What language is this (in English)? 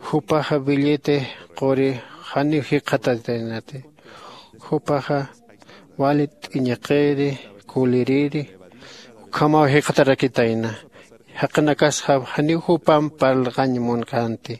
Aymara